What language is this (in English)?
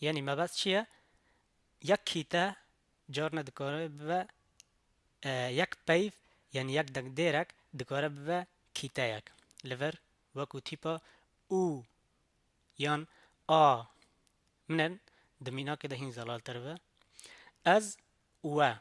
Kurdish